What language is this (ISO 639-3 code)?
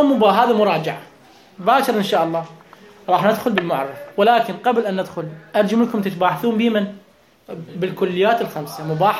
acm